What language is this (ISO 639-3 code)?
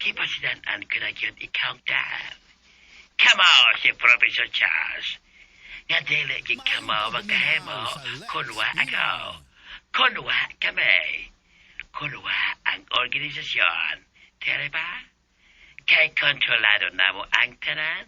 ceb